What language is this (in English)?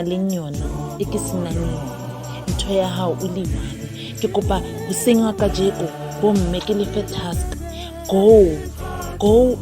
Southern Sotho